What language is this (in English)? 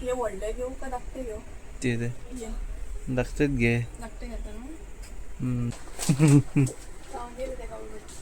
Konkani